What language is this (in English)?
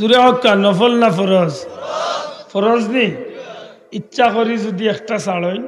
Sylheti